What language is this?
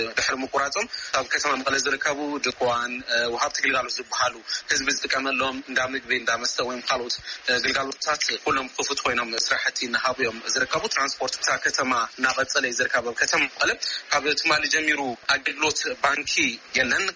Tigrinya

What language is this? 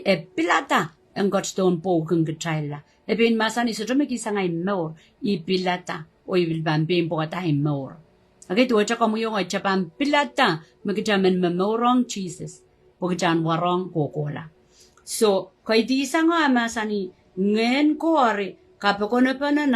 Pohnpeian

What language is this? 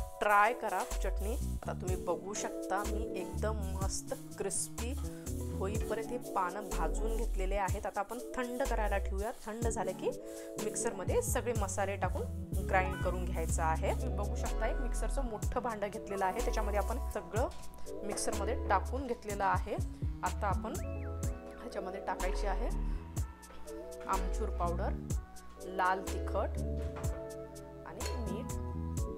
Marathi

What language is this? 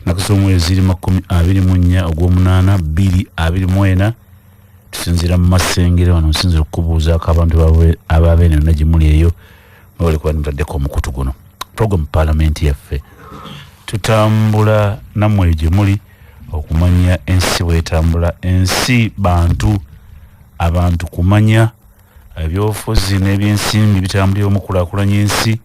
Ganda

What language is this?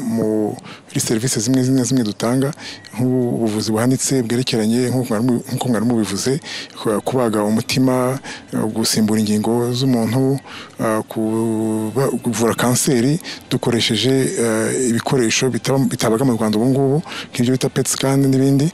Kinyarwanda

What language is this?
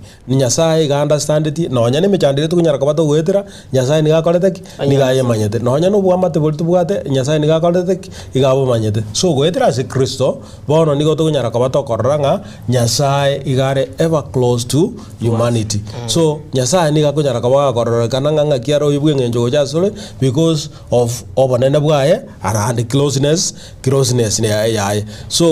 Gusii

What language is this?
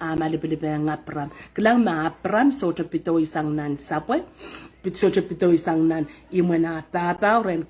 Pohnpeian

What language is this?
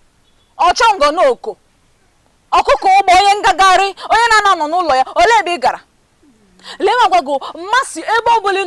Igbo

